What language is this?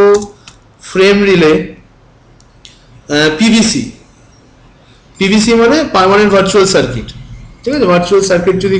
Bangla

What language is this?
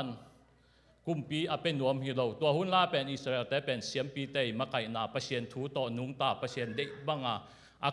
Tedim Chin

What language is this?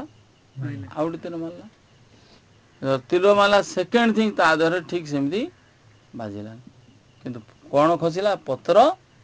Odia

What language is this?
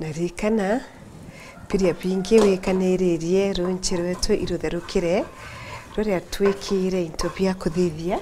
Meru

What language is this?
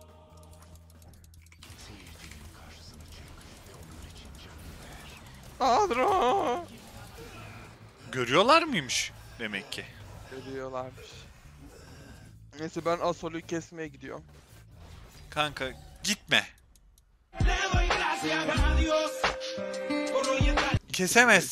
Turkish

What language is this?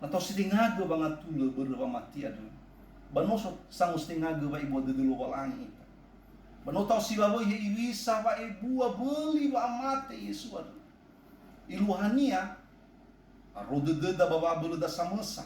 Nias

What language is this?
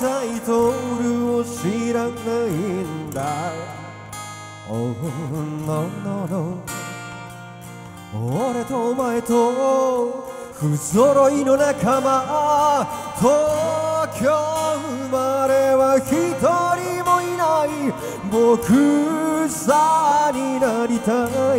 Japanese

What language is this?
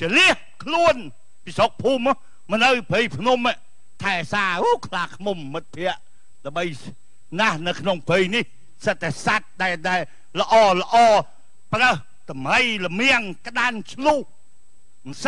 Khmer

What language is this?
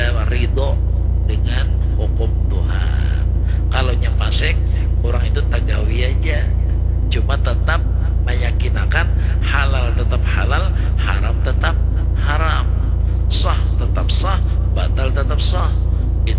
Banjar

